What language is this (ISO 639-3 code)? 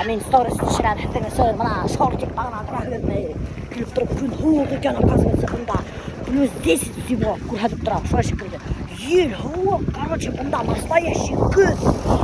bak